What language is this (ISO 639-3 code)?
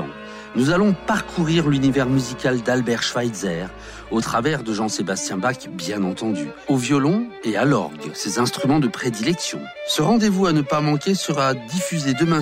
fra